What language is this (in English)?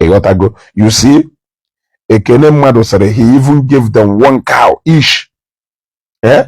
Igbo